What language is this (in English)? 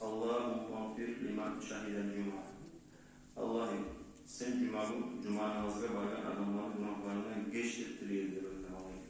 Kumyk